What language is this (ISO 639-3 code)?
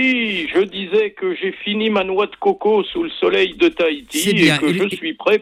fra